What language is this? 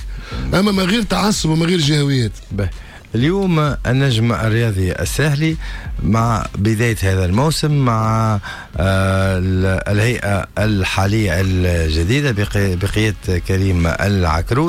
Tunisian Arabic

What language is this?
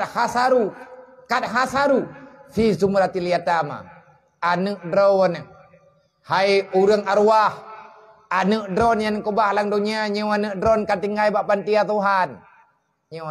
Achinese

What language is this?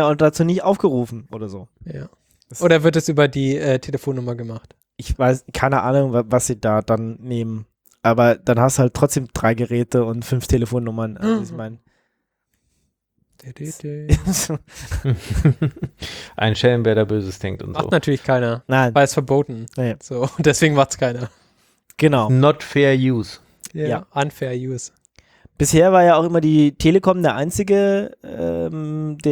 German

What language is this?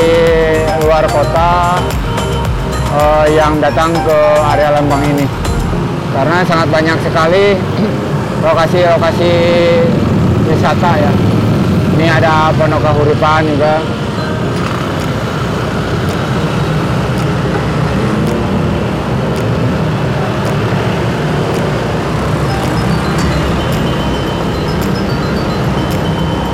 Indonesian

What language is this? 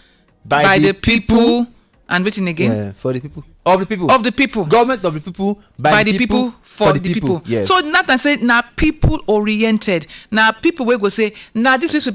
Nigerian Pidgin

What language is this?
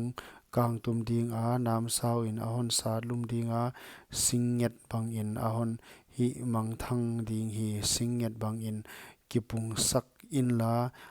Paite Chin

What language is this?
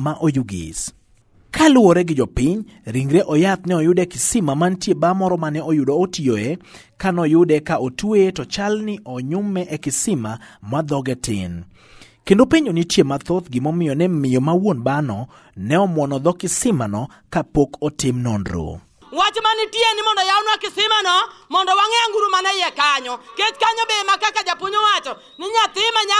Luo (Kenya and Tanzania)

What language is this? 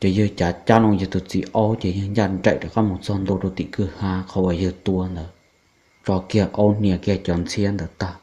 Hmong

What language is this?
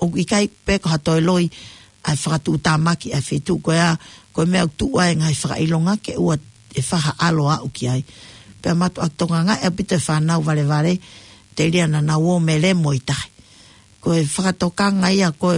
Tongan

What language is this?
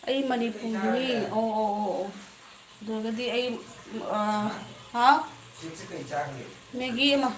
Manipuri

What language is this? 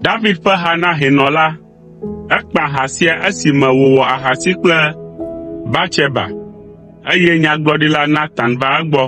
Ewe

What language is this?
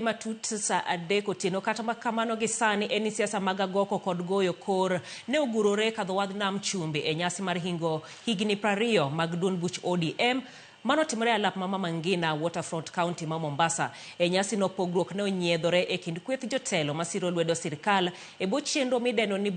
Luo (Kenya and Tanzania)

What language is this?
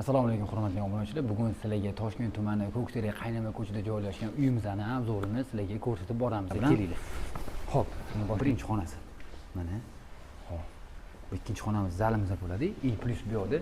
Uzbek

